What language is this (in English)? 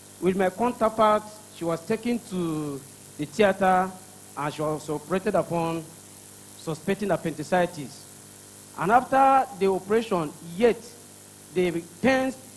Ewe